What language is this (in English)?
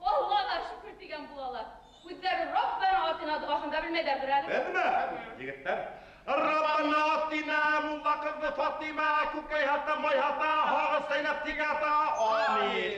Bashkir